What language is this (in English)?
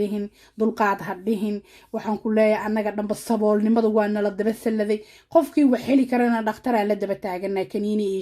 Somali